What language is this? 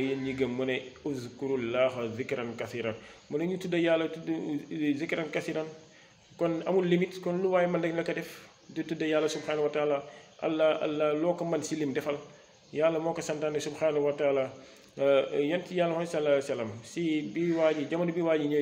Wolof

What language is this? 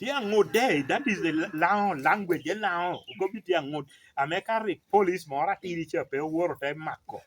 Lango (Uganda)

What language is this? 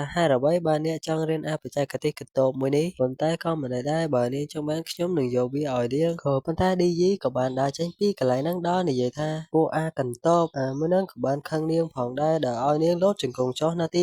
Khmer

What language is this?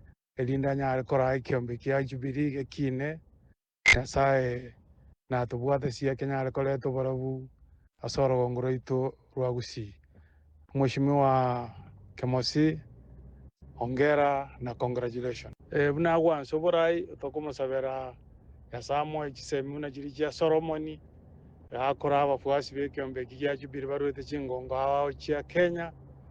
Gusii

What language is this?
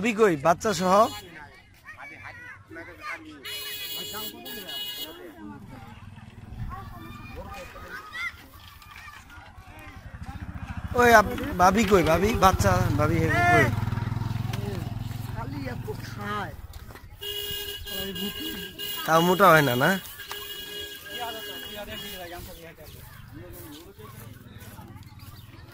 Bangla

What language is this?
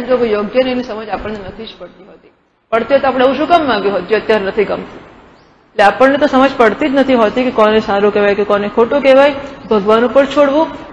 Gujarati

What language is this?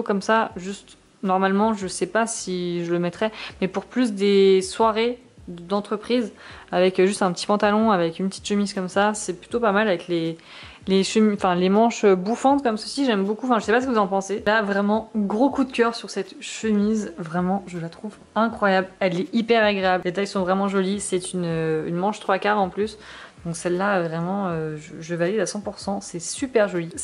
French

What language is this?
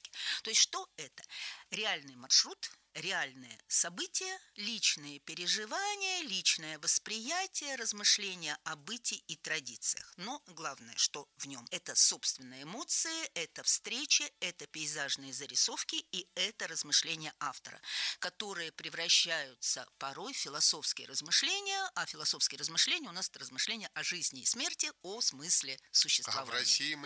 Russian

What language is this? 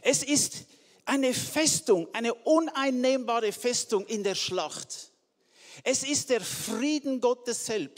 Swiss German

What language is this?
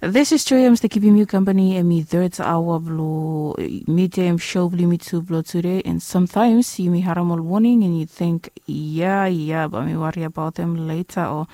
Bislama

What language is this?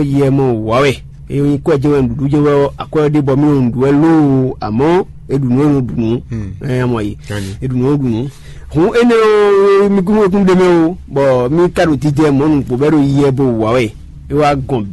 Fon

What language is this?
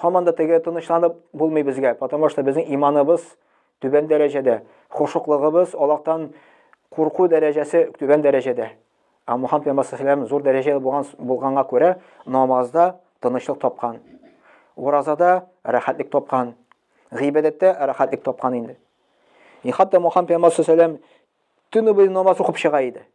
Tatar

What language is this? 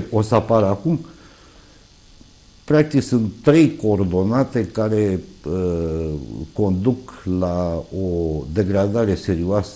Romanian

